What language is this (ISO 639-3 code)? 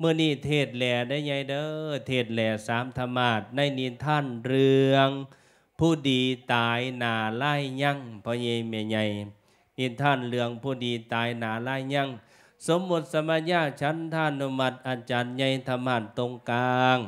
lao